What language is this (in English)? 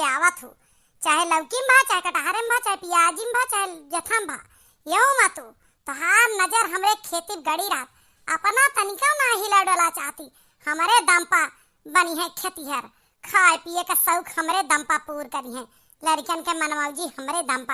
Awadhi